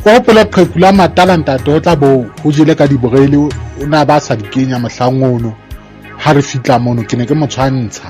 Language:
Southern Sotho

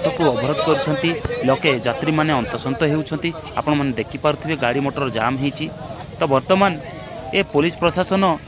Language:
Odia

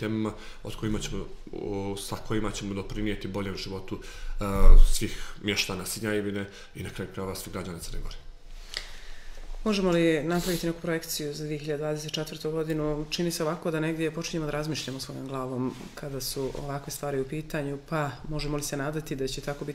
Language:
Serbian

